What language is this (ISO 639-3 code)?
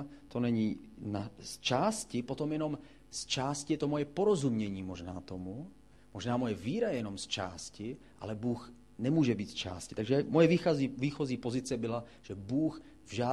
ces